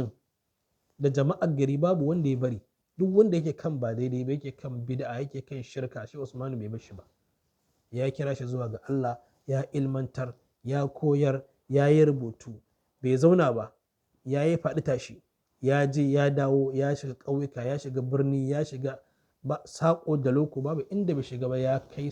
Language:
Hausa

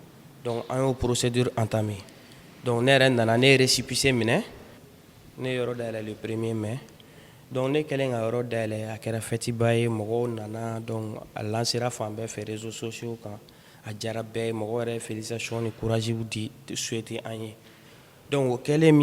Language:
Bambara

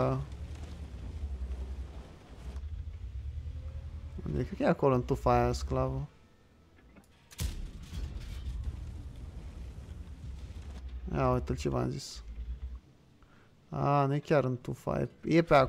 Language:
Romanian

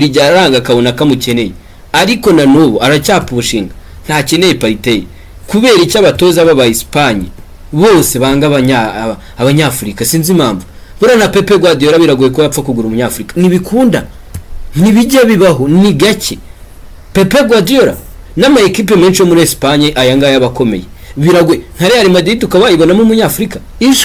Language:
Kinyarwanda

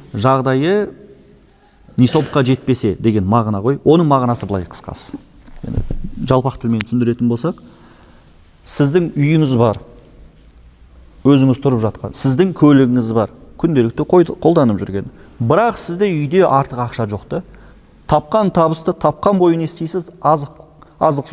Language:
Kazakh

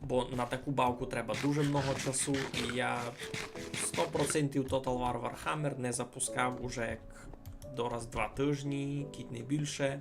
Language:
Rusyn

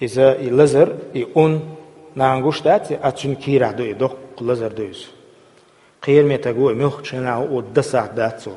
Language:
Chechen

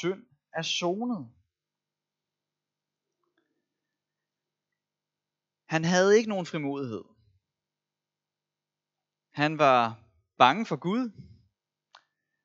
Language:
Danish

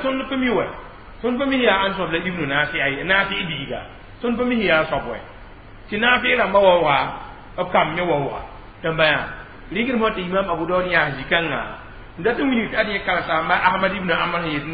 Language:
Mossi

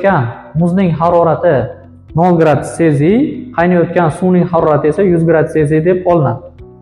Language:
Uzbek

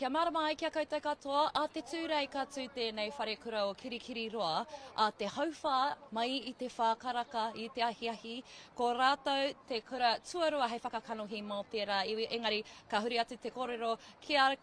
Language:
Māori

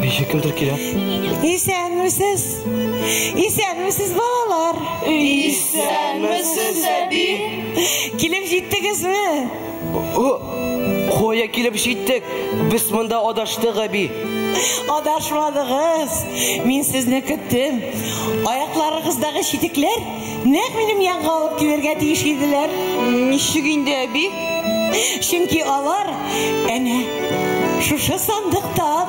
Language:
Tatar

